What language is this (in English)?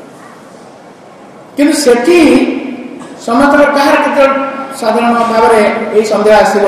Odia